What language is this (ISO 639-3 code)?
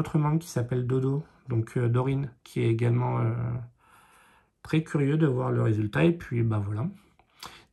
fra